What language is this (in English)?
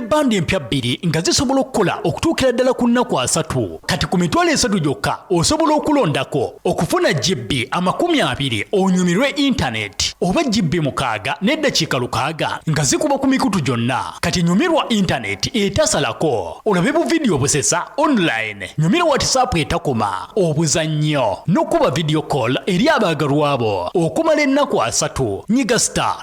Ganda